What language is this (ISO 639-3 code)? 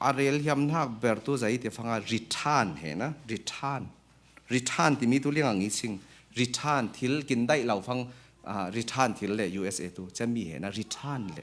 cfm